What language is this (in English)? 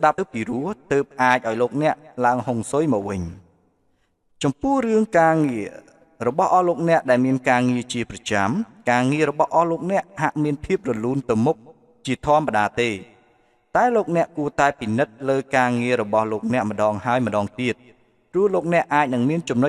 Khmer